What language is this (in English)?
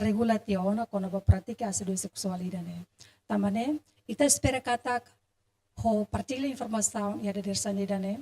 Tetum